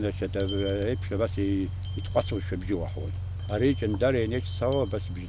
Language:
Abkhazian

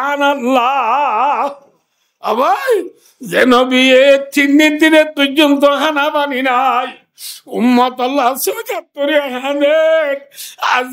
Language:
Rohingya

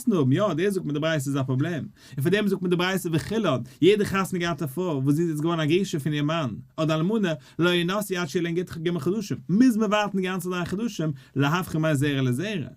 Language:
Yiddish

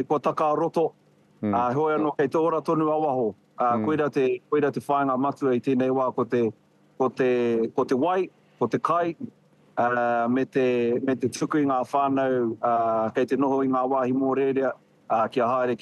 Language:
Māori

